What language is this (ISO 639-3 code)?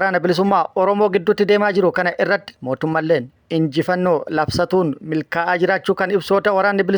orm